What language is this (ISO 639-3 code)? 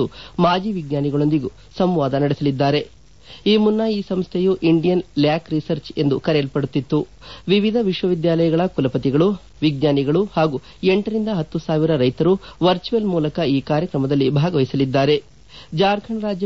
kan